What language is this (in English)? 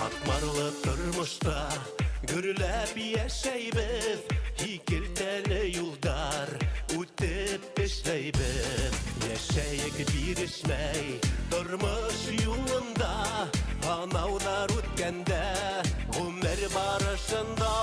Bashkir